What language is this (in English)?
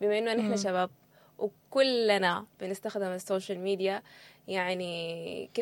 Sudanese Arabic